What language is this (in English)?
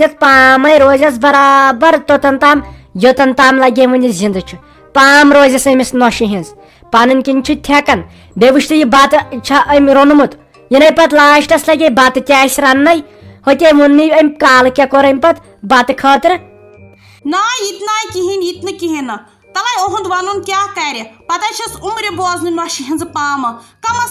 Kashmiri